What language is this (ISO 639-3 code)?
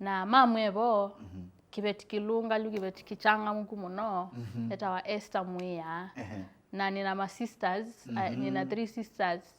kam